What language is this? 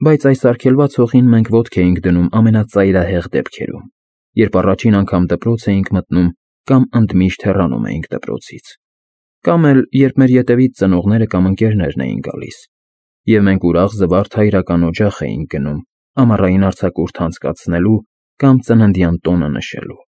Armenian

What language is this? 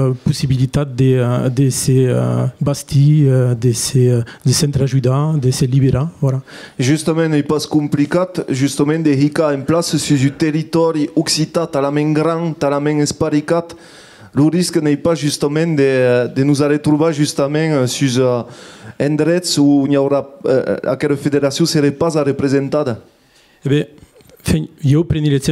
Occitan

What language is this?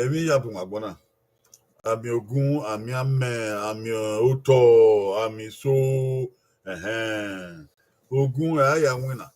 Bini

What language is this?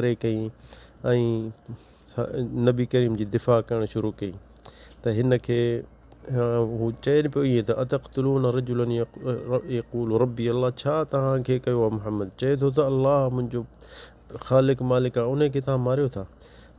Sindhi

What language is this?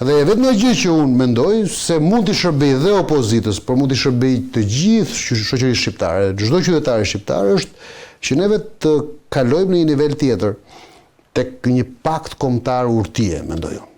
Albanian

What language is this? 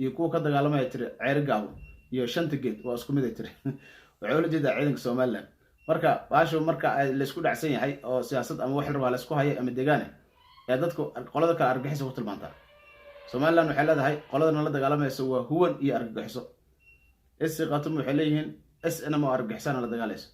Somali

